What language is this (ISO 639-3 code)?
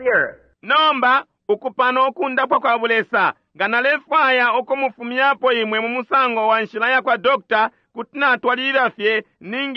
bem